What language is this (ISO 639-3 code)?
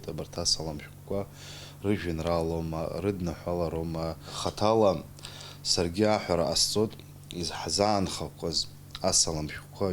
abk